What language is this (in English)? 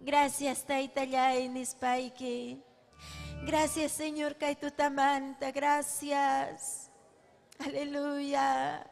Ayacucho Quechua